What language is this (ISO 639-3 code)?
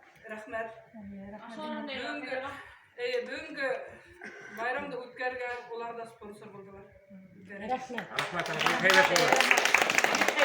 bak